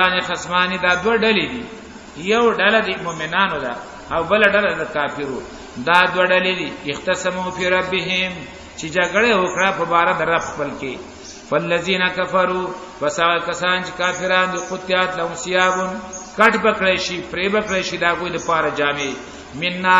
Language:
Pashto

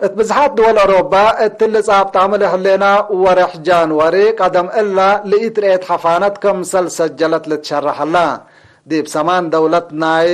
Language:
Tigre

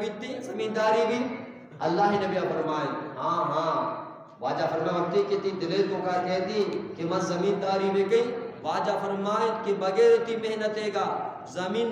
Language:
Eastern Balochi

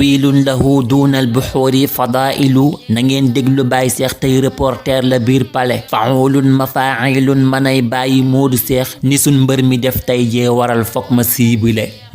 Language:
Wolof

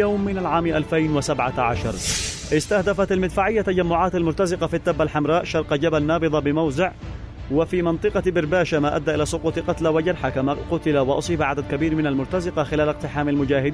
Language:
Arabic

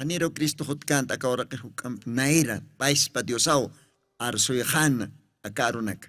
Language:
Aymara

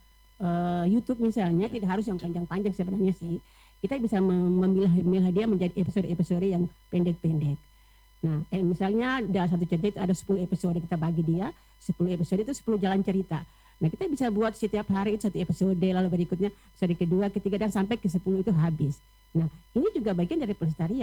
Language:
Indonesian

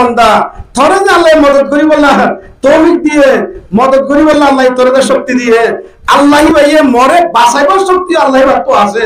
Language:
Rohingya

